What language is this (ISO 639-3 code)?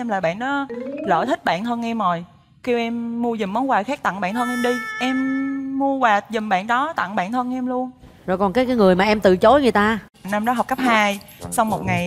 vie